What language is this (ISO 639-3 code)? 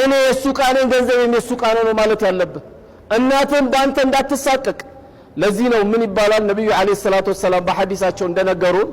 amh